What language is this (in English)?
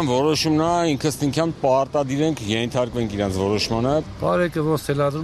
Armenian